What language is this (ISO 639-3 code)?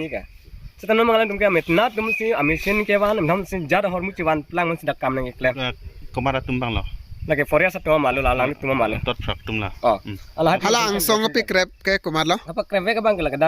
mjw